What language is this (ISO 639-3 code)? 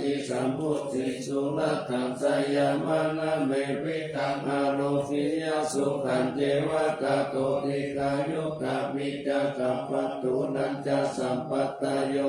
pli